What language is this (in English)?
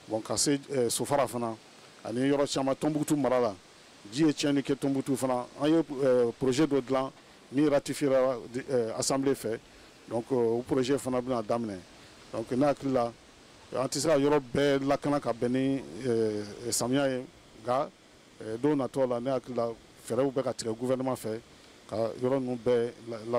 Bambara